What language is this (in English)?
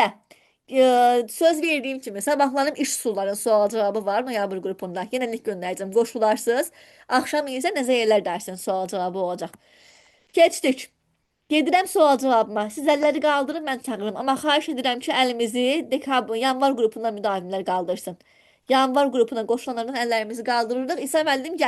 Azerbaijani